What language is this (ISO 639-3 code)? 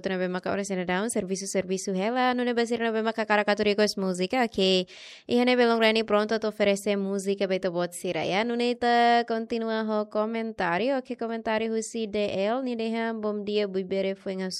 tet